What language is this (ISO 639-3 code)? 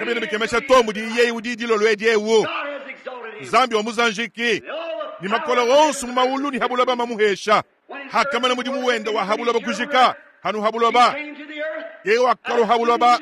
lua